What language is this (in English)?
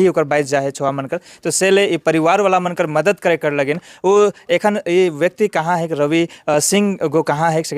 Sadri